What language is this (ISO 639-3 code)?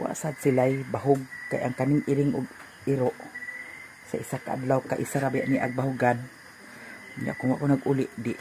ceb